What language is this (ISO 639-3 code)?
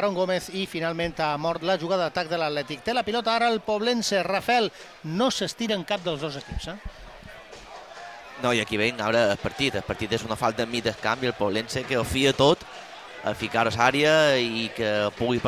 cat